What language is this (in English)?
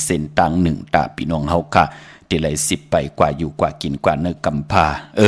Shan